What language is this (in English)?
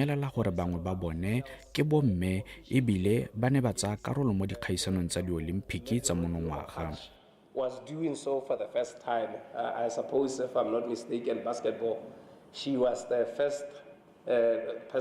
Tswana